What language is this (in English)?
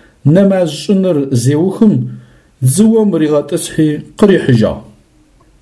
Adyghe